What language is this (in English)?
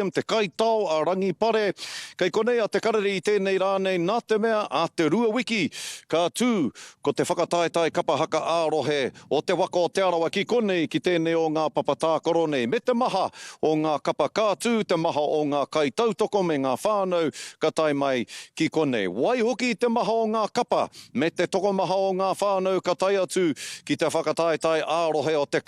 Māori